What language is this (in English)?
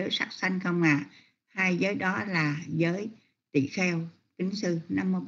Vietnamese